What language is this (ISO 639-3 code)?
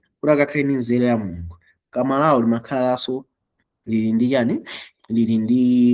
nya